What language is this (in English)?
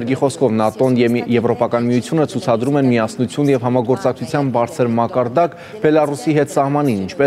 Armenian